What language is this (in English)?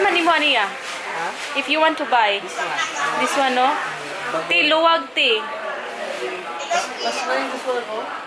Cebuano